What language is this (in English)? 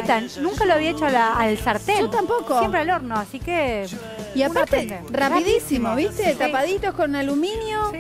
Spanish